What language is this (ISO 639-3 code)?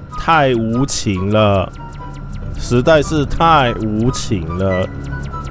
zho